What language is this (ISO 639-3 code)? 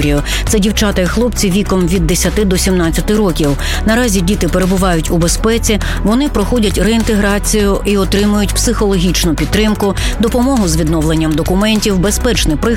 ukr